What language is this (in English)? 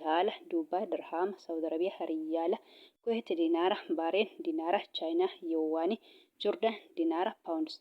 Oromo